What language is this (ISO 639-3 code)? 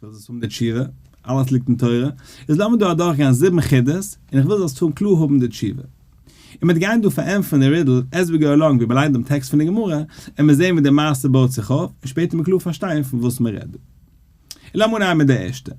yid